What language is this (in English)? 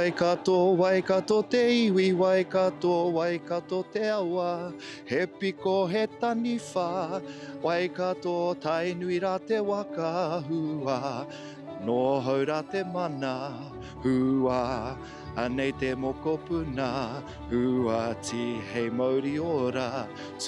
Māori